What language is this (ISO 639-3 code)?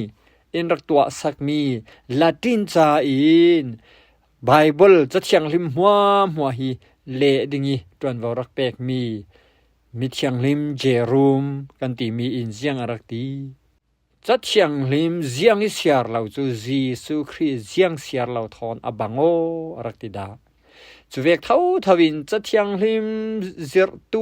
cfm